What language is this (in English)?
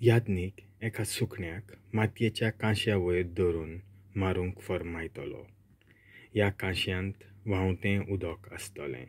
Konkani